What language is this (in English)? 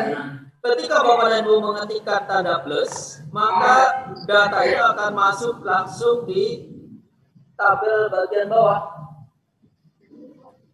Indonesian